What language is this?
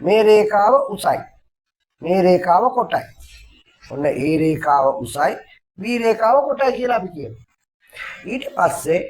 Sinhala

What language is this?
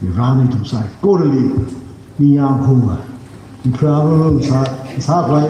Tangkhul Naga (India)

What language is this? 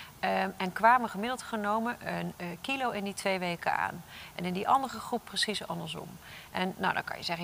Dutch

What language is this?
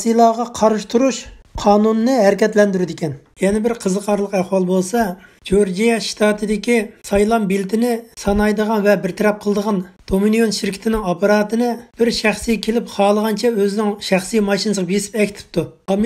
Uyghur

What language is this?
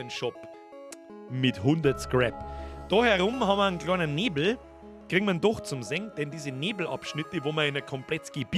Bavarian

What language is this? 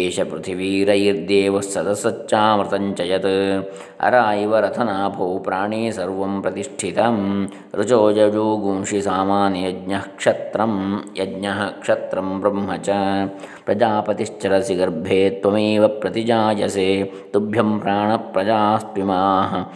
Sanskrit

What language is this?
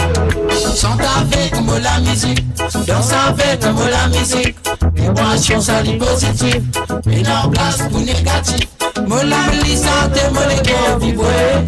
Morisyen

